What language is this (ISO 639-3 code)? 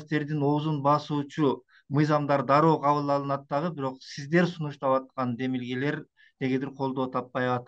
kir